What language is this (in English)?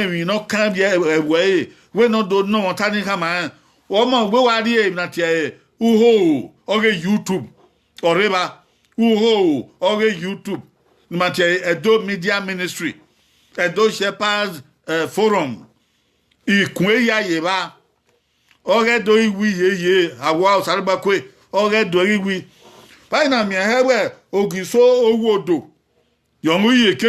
Bini